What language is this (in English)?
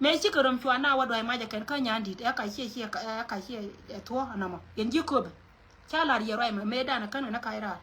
Nuer